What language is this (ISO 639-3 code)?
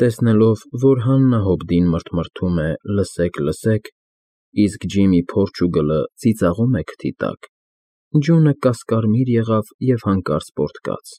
hye